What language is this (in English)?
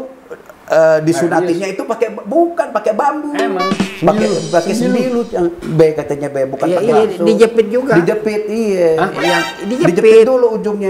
Betawi